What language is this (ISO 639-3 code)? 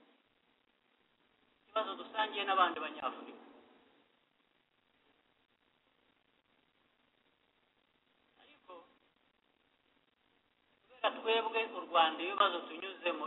kin